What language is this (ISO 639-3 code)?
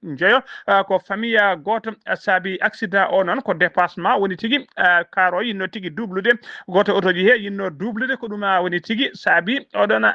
ful